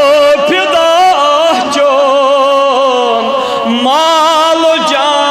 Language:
Kashmiri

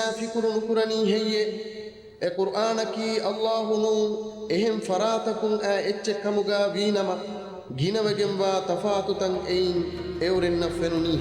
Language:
Divehi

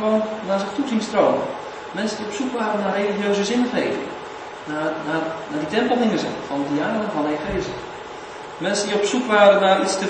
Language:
Dutch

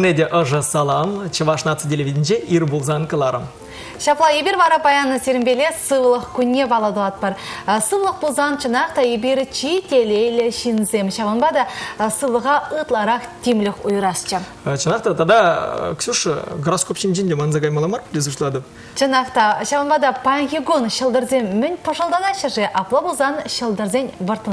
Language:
Chuvash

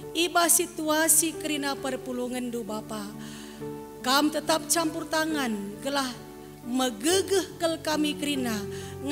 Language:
Batak Karo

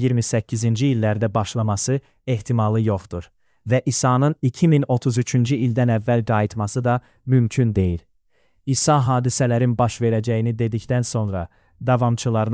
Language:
Azerbaijani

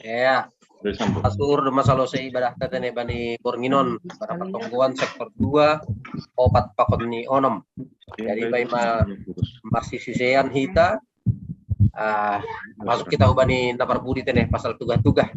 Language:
Batak Simalungun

